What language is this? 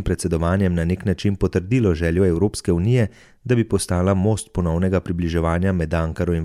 Slovenian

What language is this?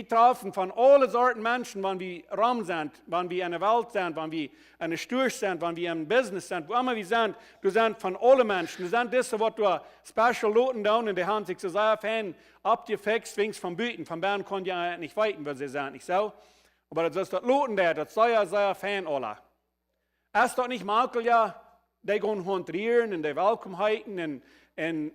Plautdietsch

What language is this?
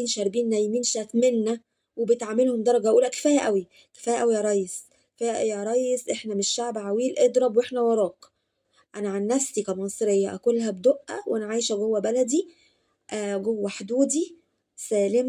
Egyptian Arabic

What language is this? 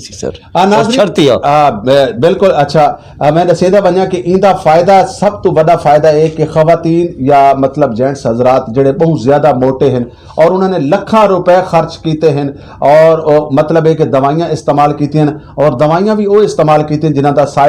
Saraiki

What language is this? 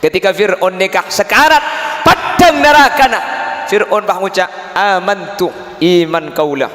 Madurese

